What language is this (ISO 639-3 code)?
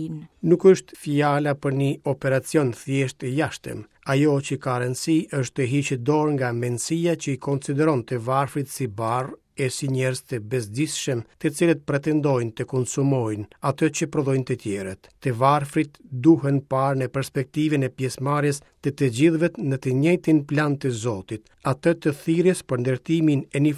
sqi